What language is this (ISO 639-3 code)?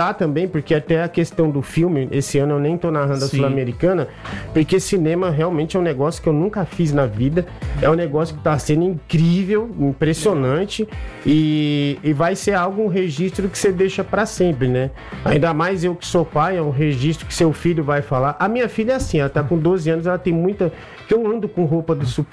por